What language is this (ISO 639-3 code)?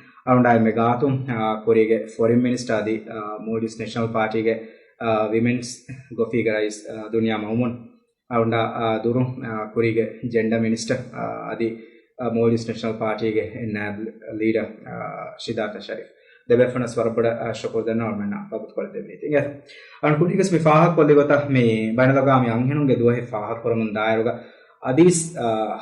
div